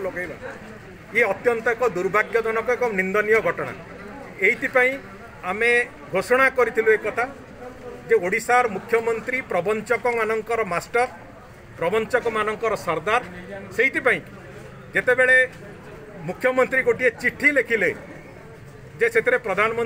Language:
Odia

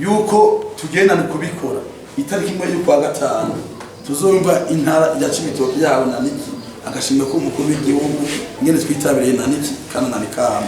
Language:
Rundi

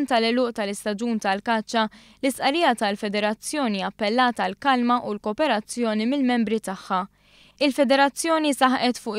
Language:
Maltese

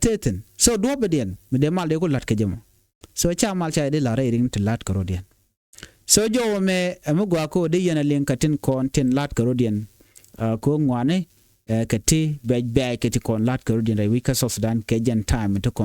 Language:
Nuer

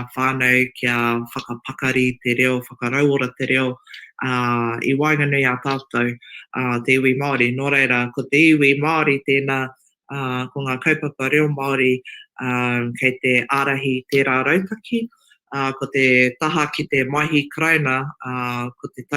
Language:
Māori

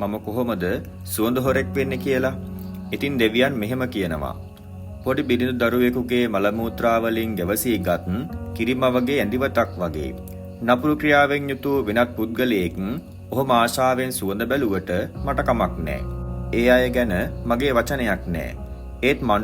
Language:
Sinhala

